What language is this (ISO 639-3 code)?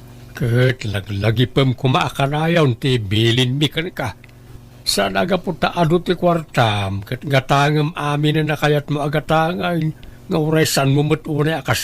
ilo